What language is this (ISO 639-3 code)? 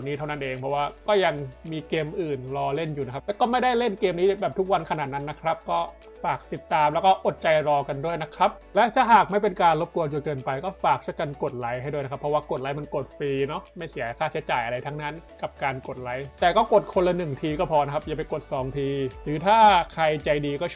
tha